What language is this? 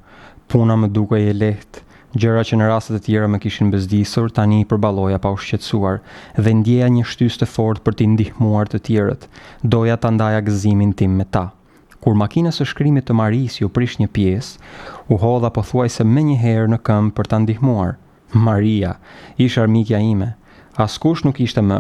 Albanian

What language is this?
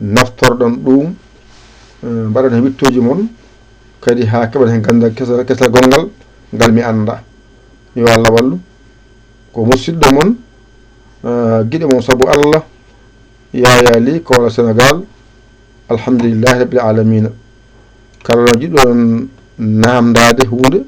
Fula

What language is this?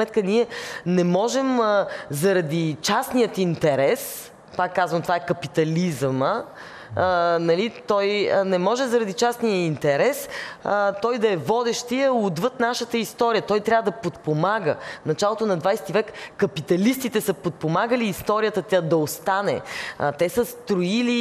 Bulgarian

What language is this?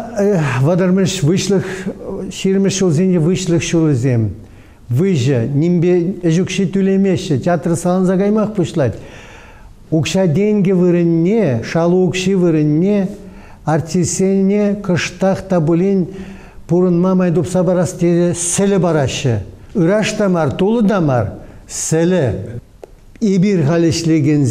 Chuvash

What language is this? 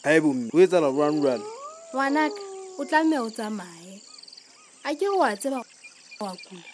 Southern Sotho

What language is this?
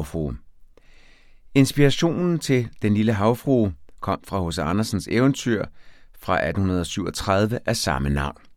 Danish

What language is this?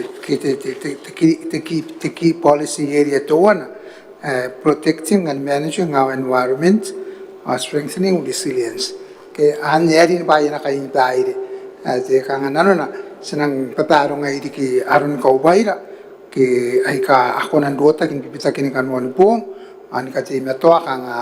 Gilbertese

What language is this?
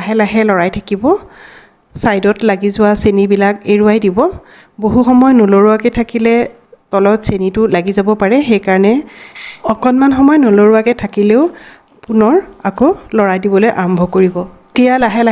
Assamese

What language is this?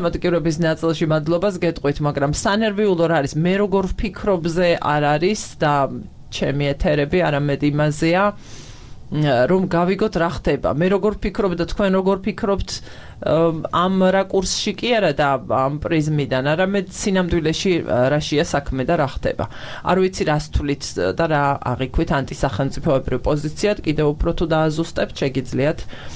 Georgian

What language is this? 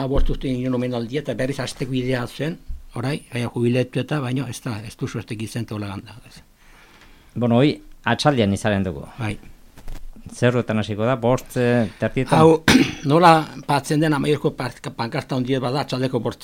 Basque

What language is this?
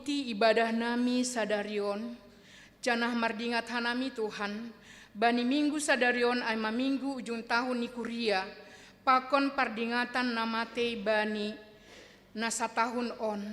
Batak Simalungun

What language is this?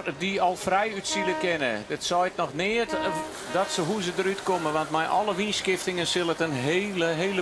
Western Frisian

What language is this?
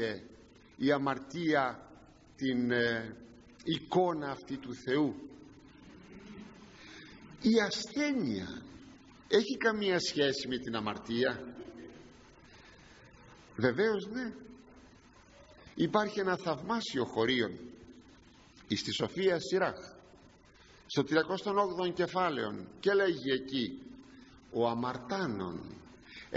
Greek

